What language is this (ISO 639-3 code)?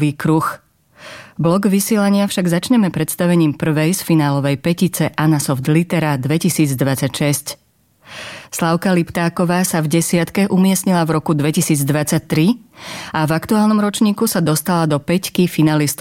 slk